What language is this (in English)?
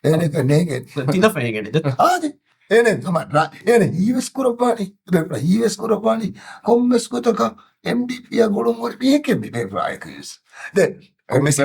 Divehi